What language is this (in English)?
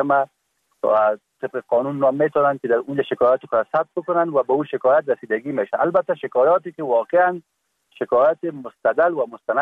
Persian